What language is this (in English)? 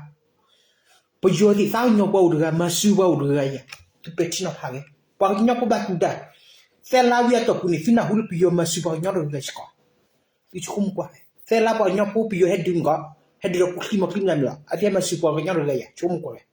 S'gaw Karen